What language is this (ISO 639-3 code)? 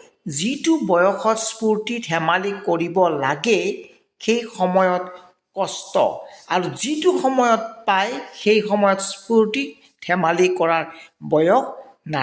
asm